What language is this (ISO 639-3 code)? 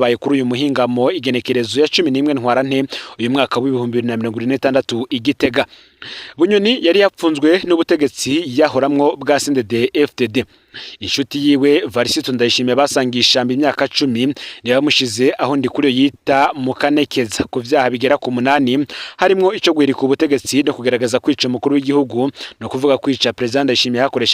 run